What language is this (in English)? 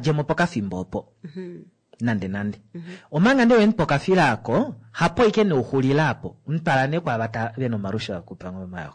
Kuanyama